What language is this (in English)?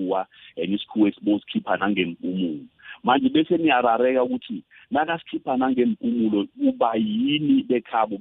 South Ndebele